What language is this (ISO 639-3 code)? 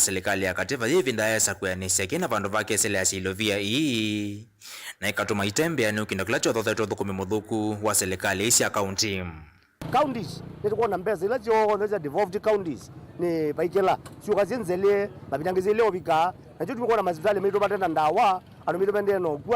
kam